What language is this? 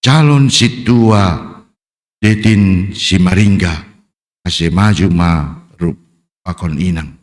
Batak Simalungun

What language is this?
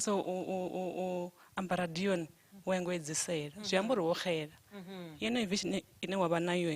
Venda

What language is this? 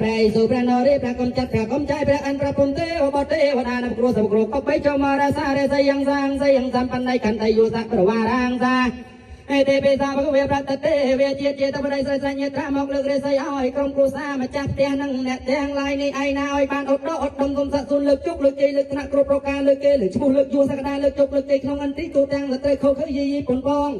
Khmer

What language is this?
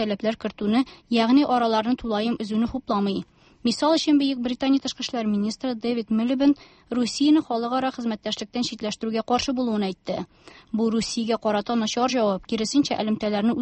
Tatar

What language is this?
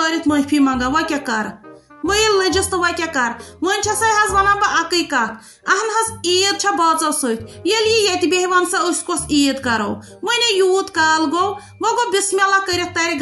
Kashmiri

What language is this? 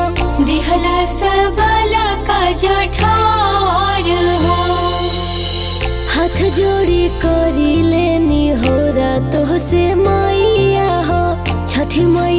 Bhojpuri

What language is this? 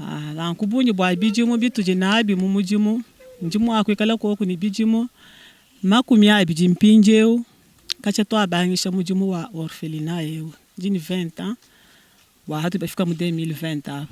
Luba-Lulua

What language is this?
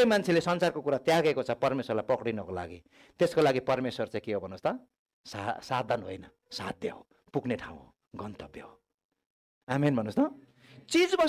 Nepali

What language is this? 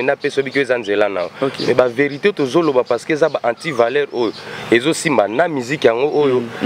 Lingala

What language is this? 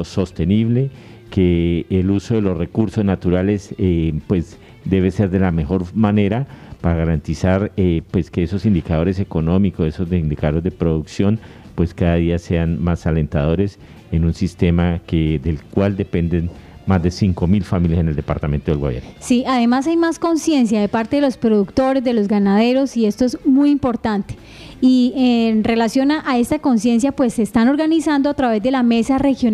Spanish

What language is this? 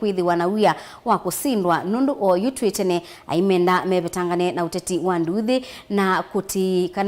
Kamba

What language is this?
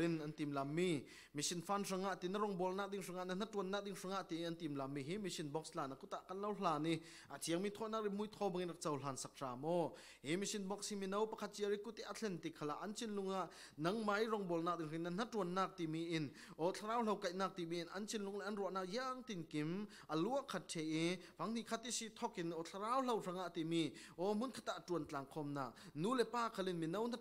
Falam Chin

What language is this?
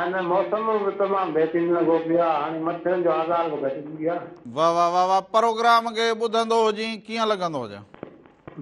Sindhi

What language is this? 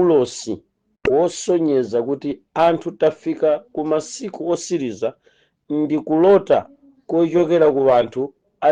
Nyanja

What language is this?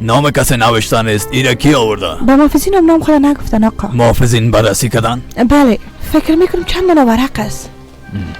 Persian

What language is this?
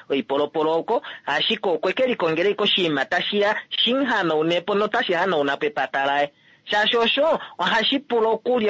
Kuanyama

